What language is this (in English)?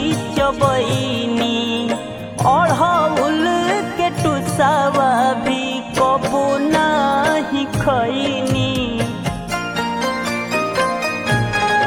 Bhojpuri